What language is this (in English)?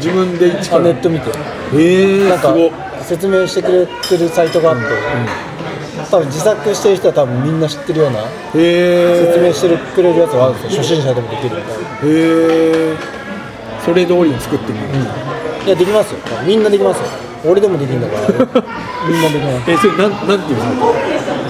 Japanese